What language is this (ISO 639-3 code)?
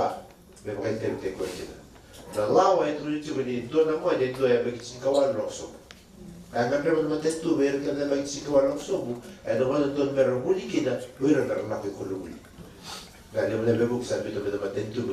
fij